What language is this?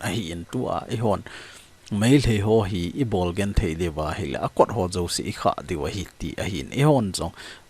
Thado Chin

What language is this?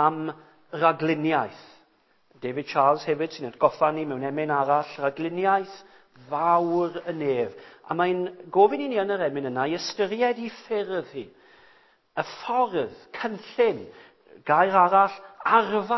Welsh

